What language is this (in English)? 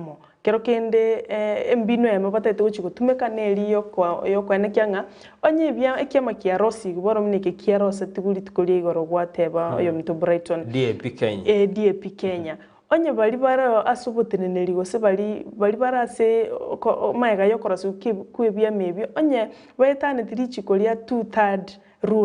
Gusii